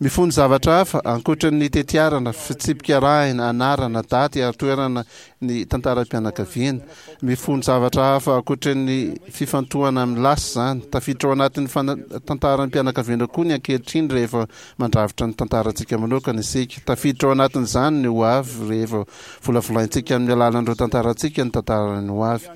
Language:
Malagasy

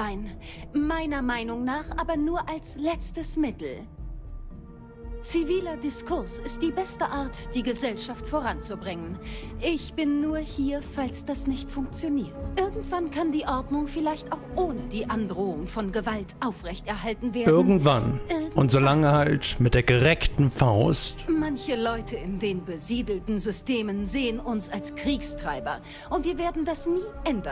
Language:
German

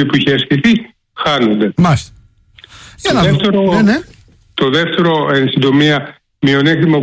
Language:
Greek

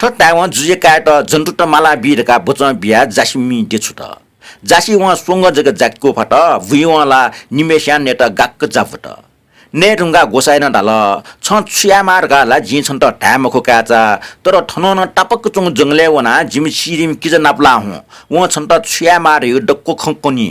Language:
Newari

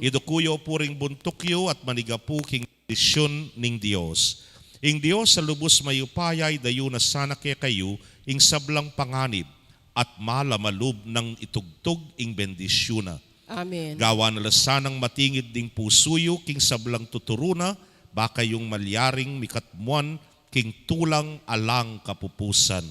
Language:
Pampanga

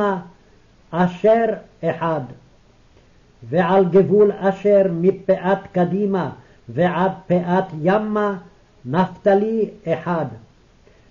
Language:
Hebrew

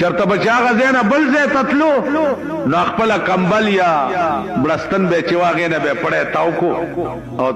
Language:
Pashto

